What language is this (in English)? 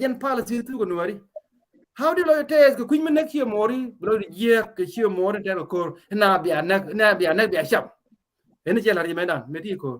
Nuer